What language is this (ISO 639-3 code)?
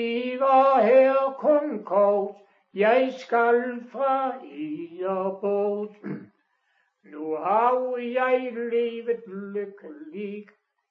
dan